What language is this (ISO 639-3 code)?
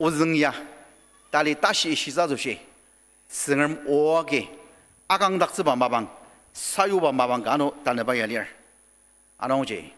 njo